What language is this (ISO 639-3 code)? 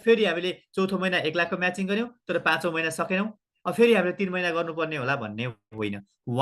nep